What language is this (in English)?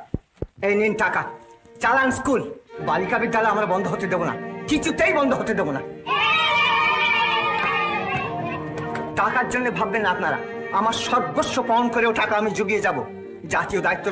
Bangla